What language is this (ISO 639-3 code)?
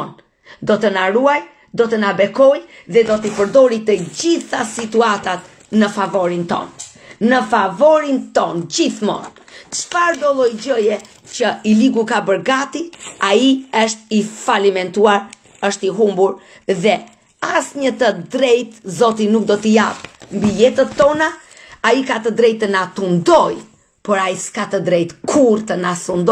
sqi